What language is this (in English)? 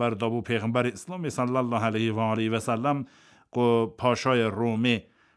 Kurdish